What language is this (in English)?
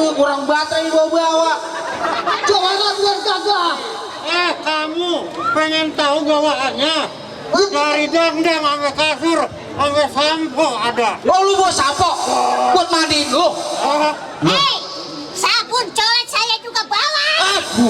Betawi